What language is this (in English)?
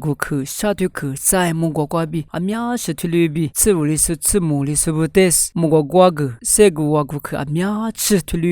Lisu